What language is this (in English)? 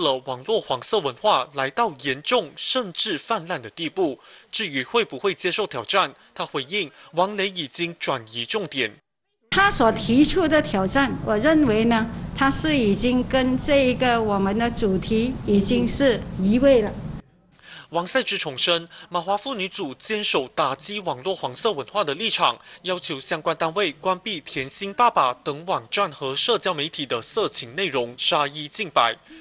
Chinese